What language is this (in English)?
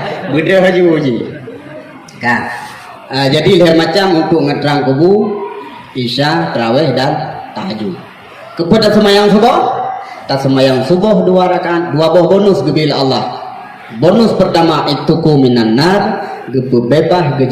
Achinese